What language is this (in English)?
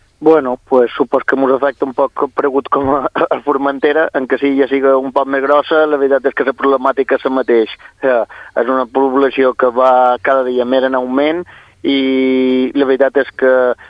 Catalan